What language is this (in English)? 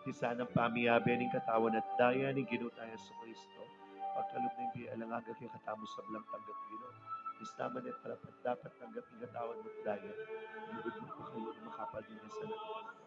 Pampanga